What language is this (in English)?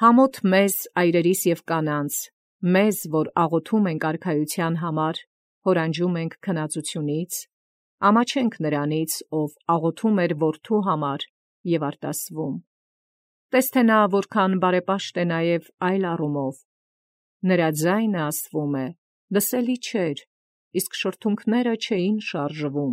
Armenian